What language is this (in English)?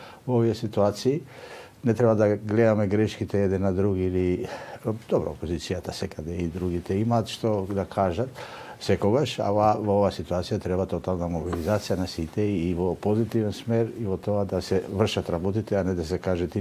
Macedonian